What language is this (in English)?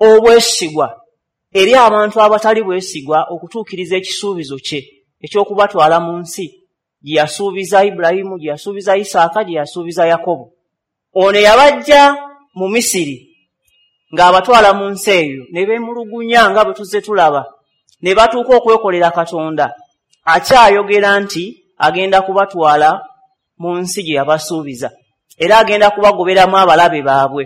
Ganda